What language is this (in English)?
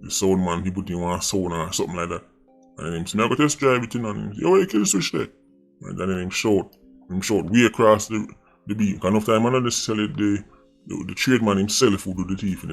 Jamaican Creole English